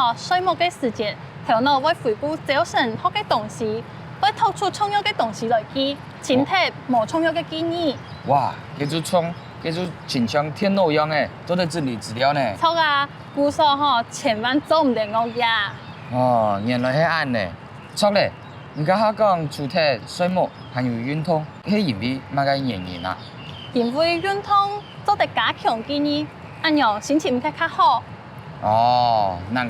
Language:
Hakka Chinese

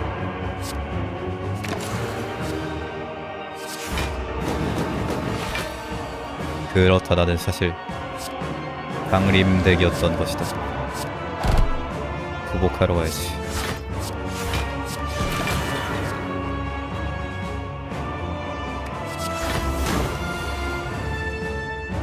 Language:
Korean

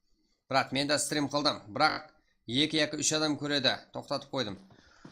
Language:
Kara-Kalpak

